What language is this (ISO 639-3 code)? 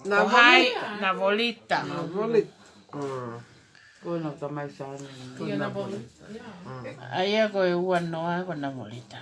ton